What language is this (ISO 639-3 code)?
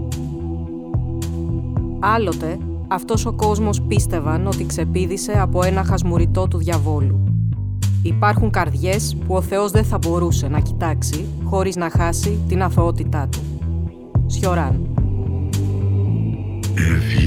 ell